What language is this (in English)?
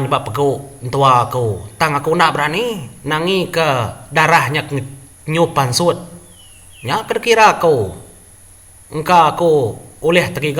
Iban